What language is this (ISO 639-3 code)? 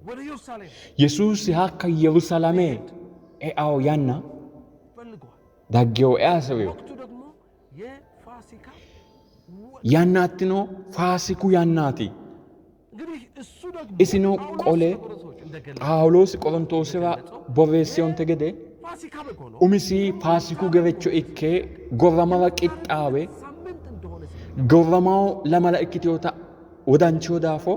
sid